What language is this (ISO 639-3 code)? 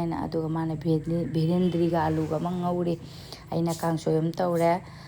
mni